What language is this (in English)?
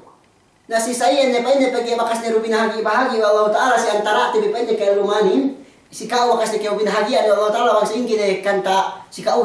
Yakan